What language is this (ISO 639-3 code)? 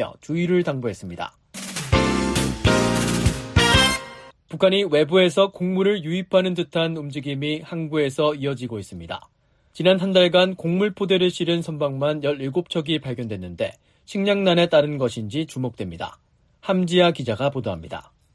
kor